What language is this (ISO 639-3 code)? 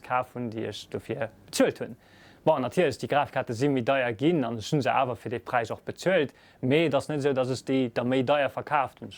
ltz